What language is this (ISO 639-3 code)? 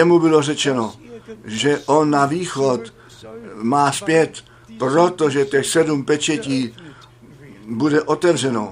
ces